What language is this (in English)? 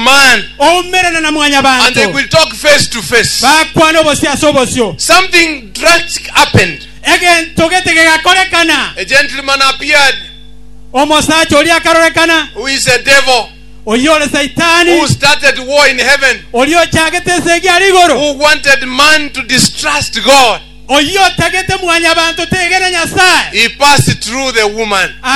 Gusii